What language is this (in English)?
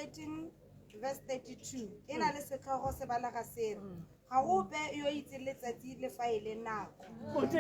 Tswana